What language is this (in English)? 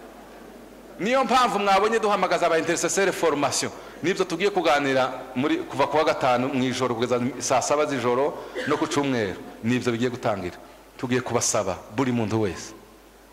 Kinyarwanda